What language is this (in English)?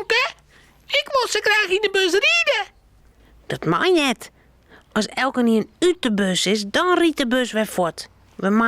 Western Frisian